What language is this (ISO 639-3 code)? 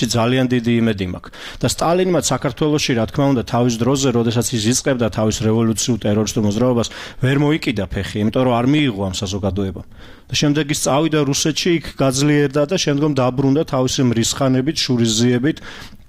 kat